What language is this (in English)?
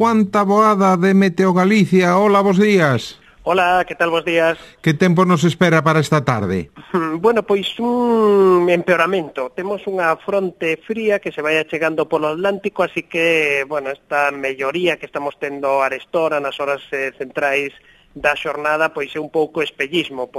Galician